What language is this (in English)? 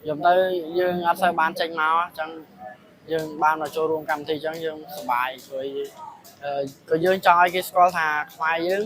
Khmer